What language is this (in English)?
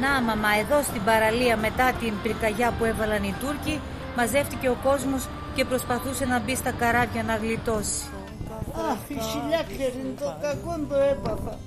Pontic